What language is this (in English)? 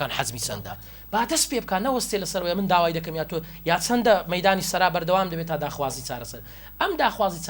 Central Kurdish